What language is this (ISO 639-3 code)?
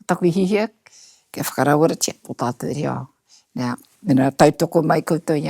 mri